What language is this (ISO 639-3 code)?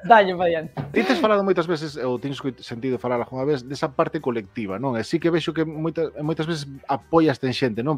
glg